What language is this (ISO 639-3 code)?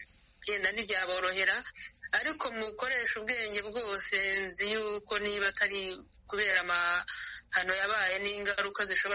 kin